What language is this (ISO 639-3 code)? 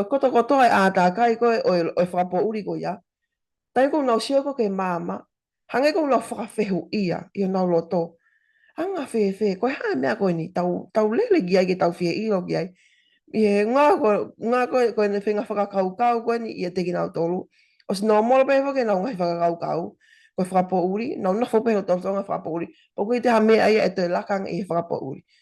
ton